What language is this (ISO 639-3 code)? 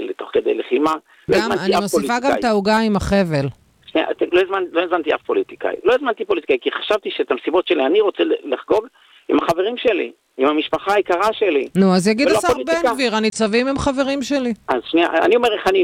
heb